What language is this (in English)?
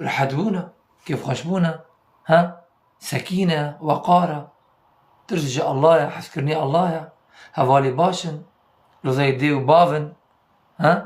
Kurdish